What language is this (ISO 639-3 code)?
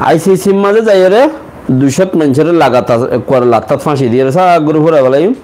rhg